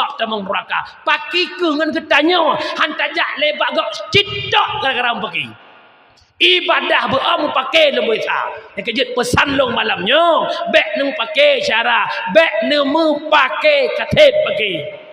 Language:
Achinese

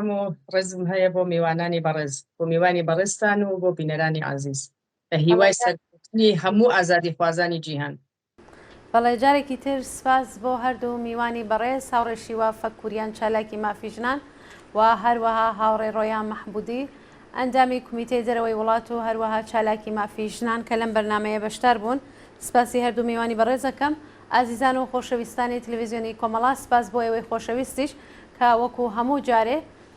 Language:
Central Kurdish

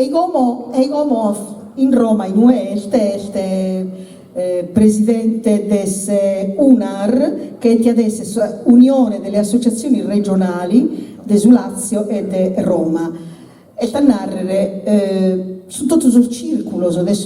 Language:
Sardinian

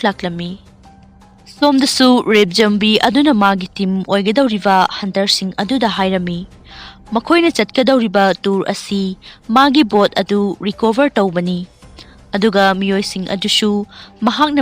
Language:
Manipuri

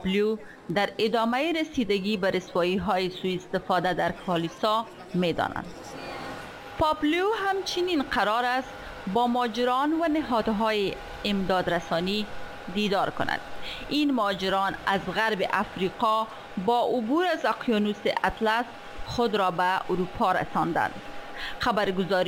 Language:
Persian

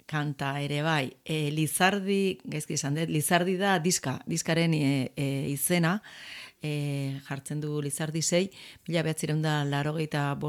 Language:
Basque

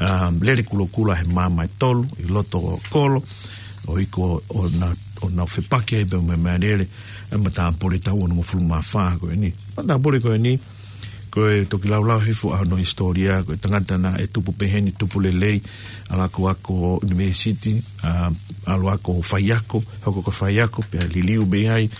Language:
Tongan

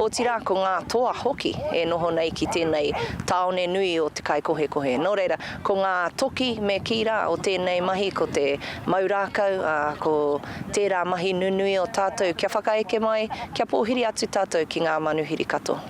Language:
Māori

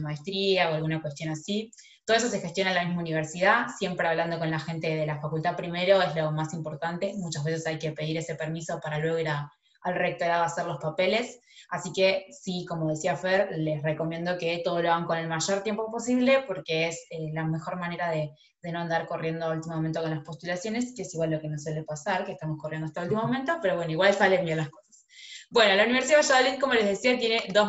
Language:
Spanish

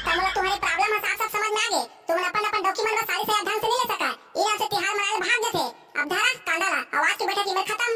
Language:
Chhattisgarhi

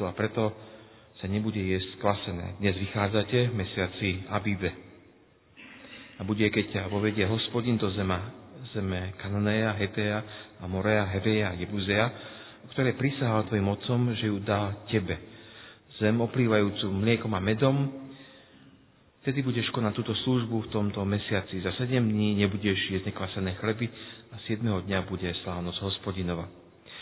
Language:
Slovak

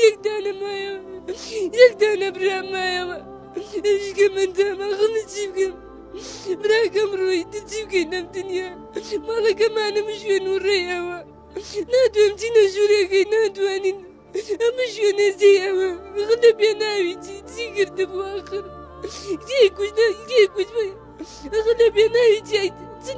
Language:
Central Kurdish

